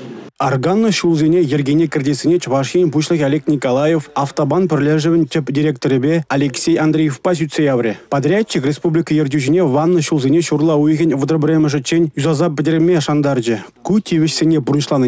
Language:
Chuvash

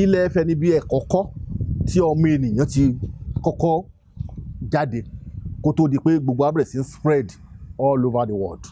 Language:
Yoruba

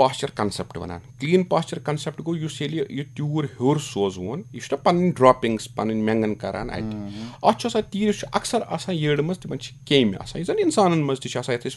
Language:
Kashmiri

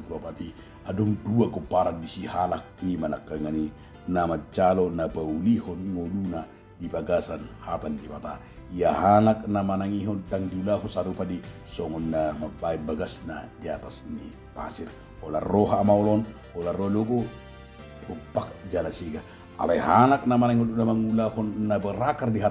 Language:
Batak Toba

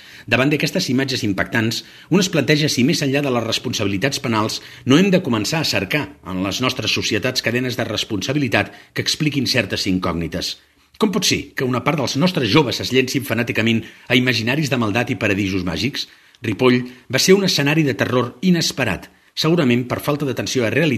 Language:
Catalan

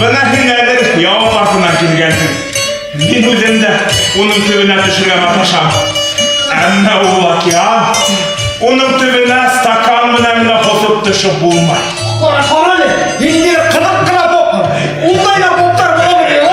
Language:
Bashkir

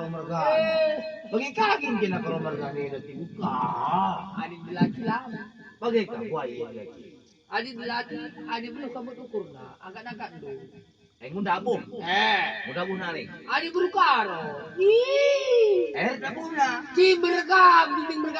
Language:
Batak Karo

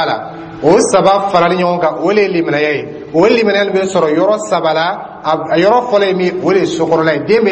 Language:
Dyula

